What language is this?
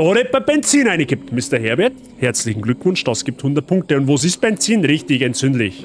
Bavarian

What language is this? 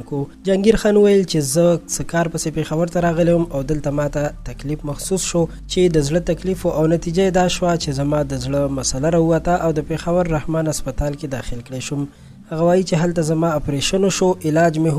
Pashto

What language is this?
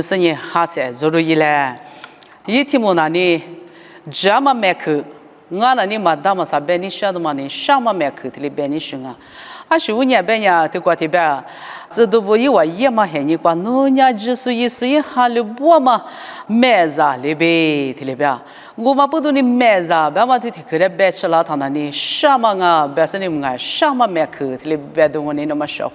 Lisu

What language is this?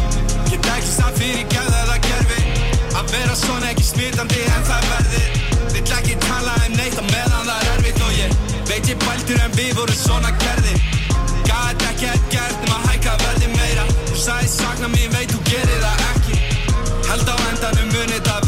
Icelandic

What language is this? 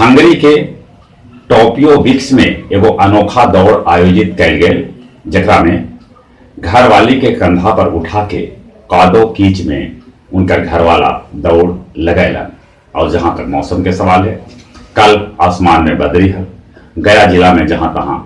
Magahi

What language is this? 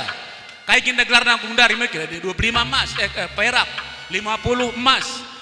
Batak Karo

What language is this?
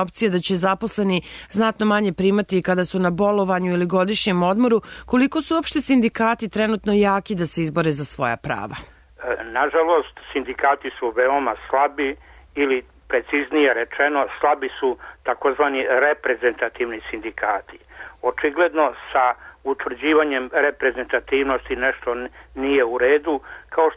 Serbian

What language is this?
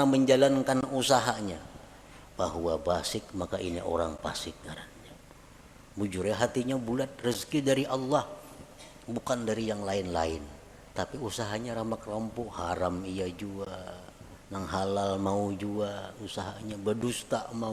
Banjar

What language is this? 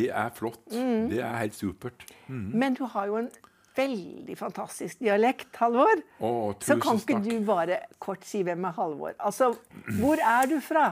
Norwegian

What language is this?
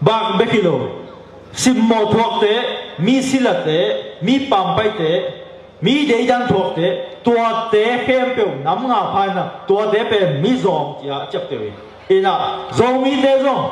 Tedim Chin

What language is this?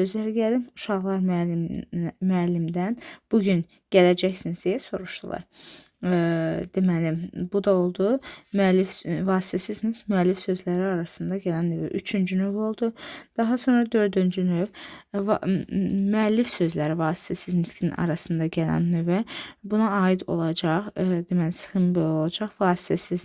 Azerbaijani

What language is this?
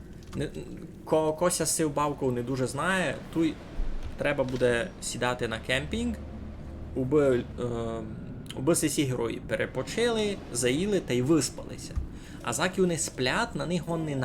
Rusyn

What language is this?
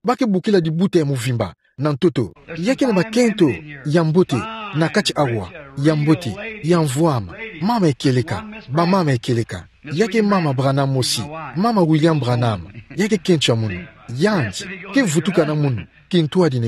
Kituba (Democratic Republic of Congo)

